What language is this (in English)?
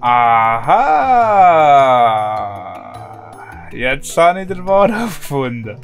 Swiss German